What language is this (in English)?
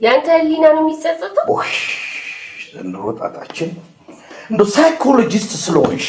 Amharic